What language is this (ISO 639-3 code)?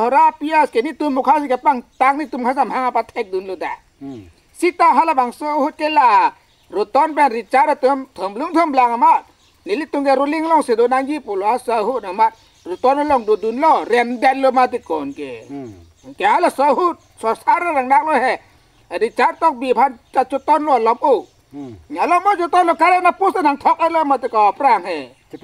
mjw